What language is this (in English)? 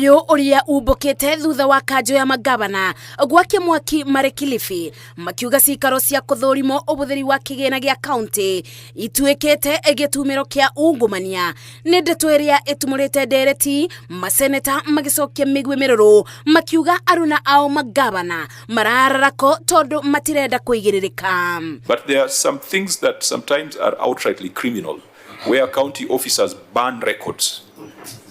Kikuyu